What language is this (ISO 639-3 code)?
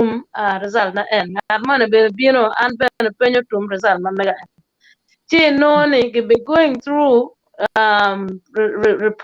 ach